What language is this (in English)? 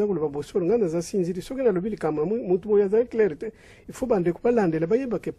Lingala